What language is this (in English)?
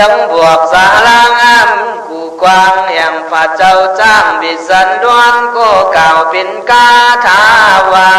Khün